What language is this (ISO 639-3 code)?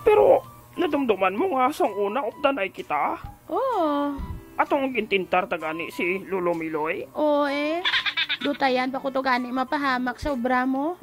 hil